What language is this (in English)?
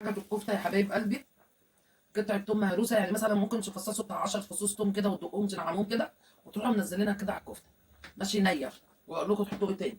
Egyptian Arabic